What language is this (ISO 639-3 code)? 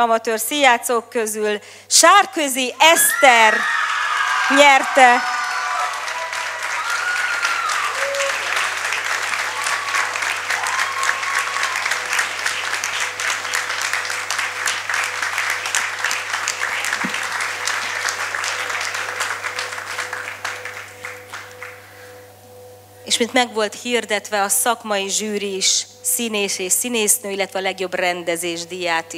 hun